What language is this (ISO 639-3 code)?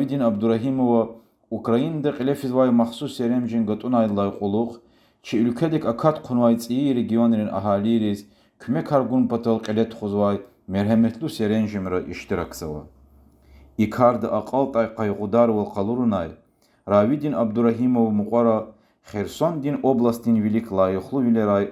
lez